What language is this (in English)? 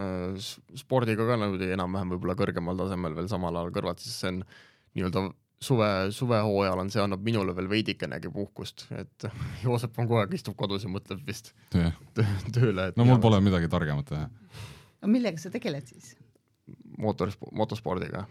Estonian